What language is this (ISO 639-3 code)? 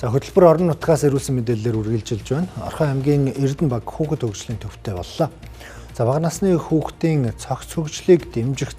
mon